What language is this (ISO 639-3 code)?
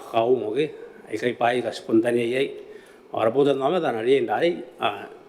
gil